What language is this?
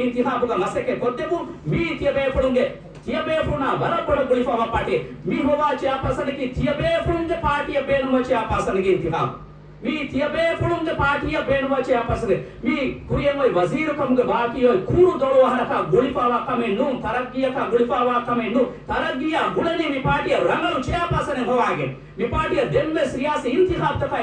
Divehi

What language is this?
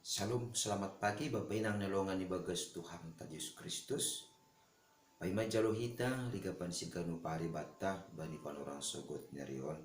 Batak Simalungun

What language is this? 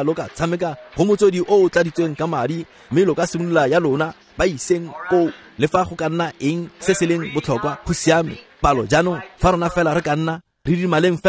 Tswana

